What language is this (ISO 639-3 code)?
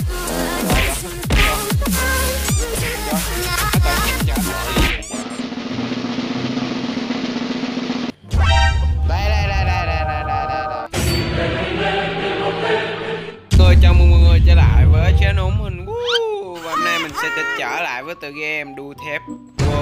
vie